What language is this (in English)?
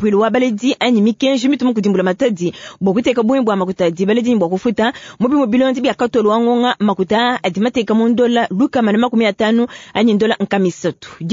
Luba-Lulua